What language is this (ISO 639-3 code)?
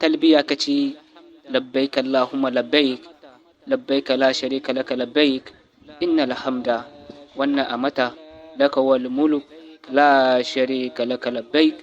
dje